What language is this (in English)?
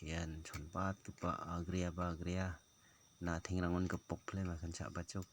Garo